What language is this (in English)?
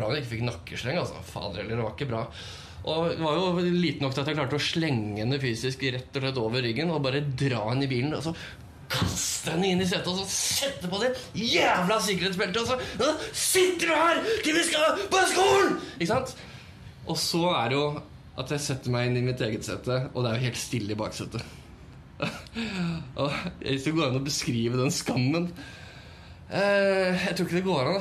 Norwegian